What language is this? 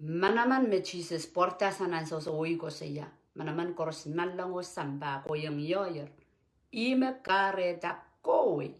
Pohnpeian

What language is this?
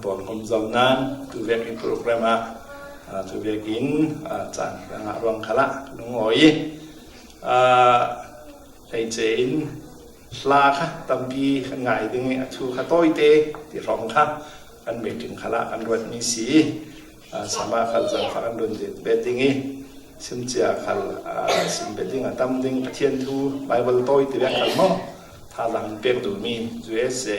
Falam Chin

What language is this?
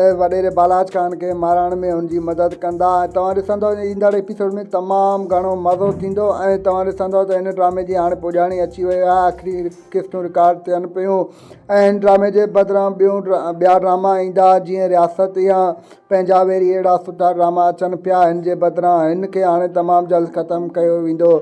Sindhi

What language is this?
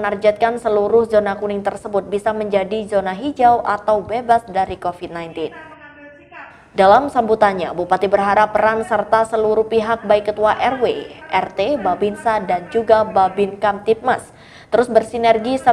Indonesian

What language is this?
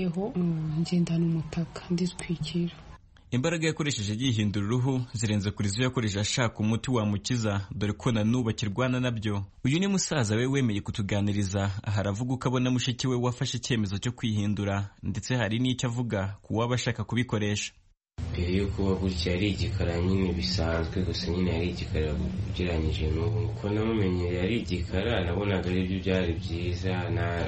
Kinyarwanda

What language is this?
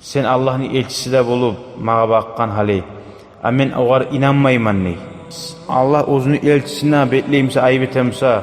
Kumyk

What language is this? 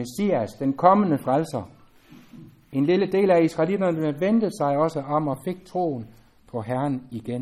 Danish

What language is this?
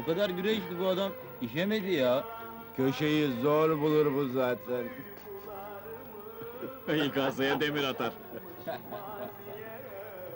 Turkish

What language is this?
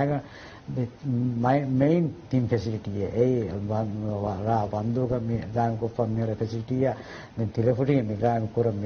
Divehi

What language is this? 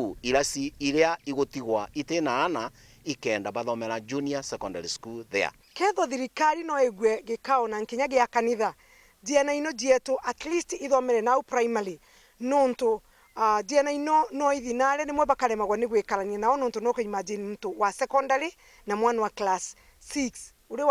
Meru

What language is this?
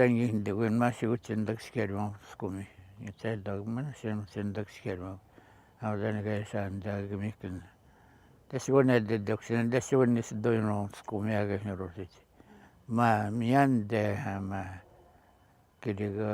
Atikamekw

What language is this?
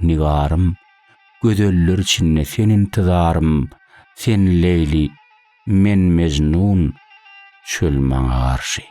Turkmen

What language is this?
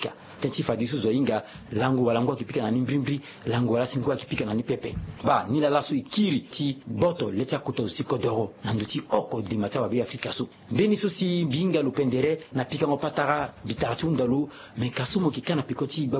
Sango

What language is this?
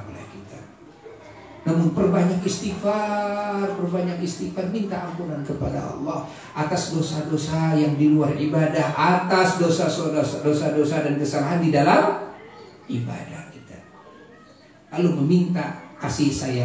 Indonesian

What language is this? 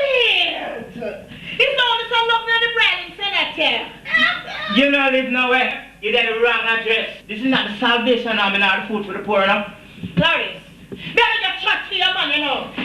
Jamaican Creole English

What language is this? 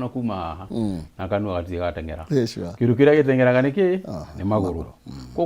Kikuyu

